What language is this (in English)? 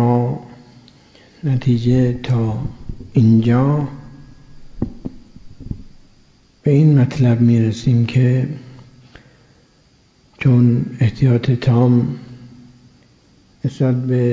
Persian